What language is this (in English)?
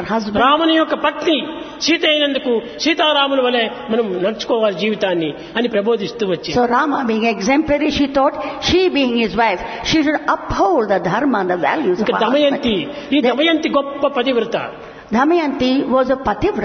Telugu